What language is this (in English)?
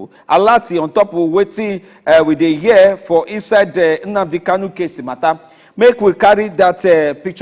Nigerian Pidgin